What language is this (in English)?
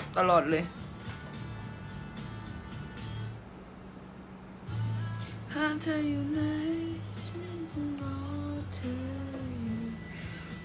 Thai